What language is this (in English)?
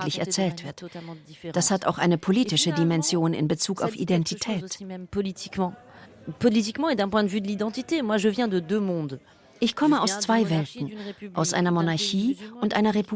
Swiss German